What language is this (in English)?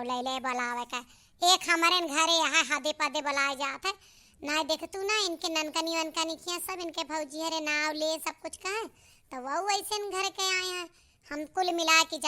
Awadhi